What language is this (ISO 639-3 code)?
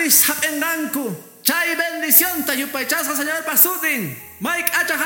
que